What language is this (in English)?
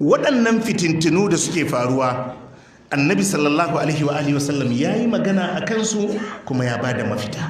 Hausa